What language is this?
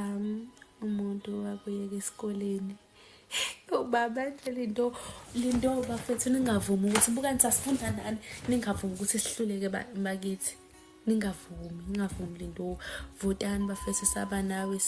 Zulu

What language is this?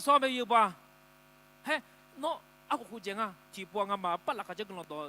Akha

